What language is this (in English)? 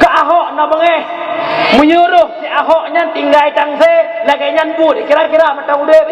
Achinese